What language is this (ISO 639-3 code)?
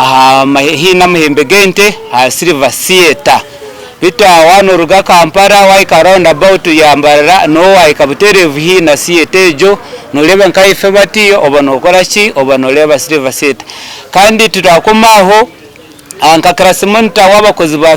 nyn